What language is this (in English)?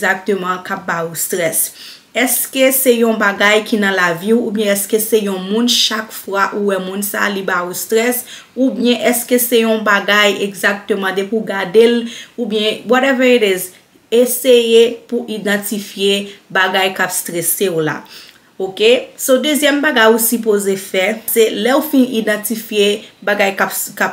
Haitian Creole